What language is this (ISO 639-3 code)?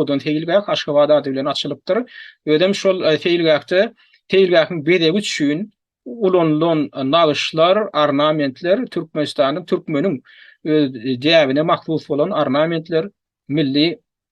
tuk